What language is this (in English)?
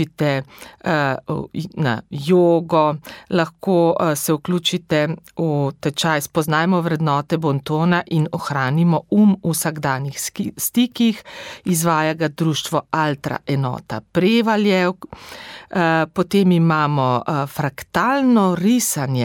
Slovenian